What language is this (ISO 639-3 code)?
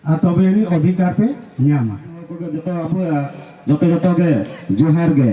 sat